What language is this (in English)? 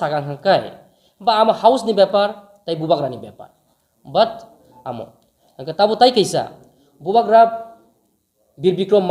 Kok Borok